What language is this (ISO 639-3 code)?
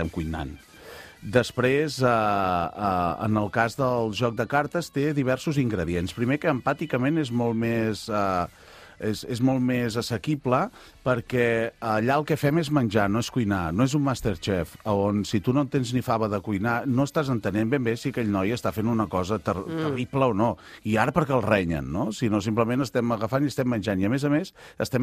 cat